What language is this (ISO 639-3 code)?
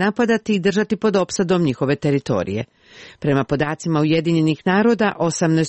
srp